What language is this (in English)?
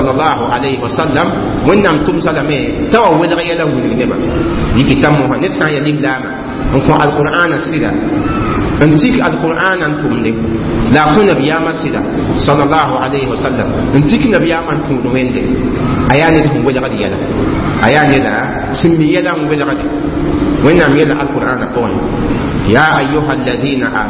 Mossi